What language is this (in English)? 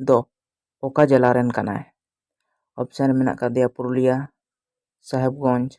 Santali